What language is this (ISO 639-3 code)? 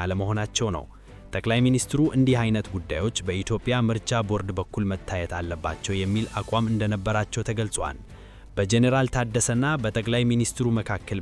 amh